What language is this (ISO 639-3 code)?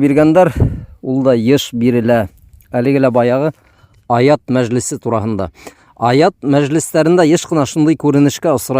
bak